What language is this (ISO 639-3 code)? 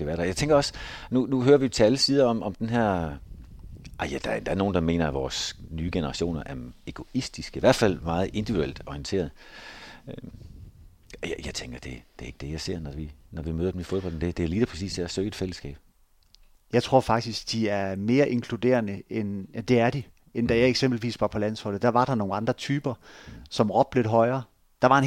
dan